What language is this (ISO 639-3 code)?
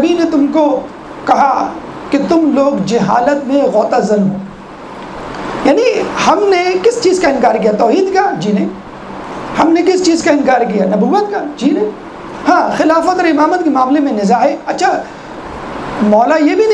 urd